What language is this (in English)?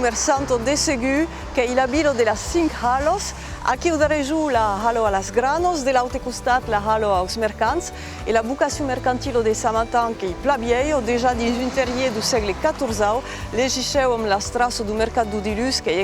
Occitan